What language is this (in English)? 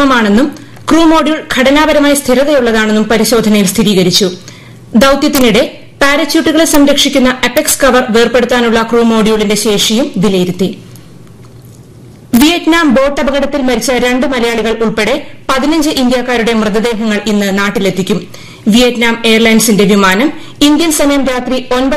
Malayalam